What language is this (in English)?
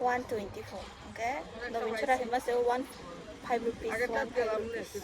Kok Borok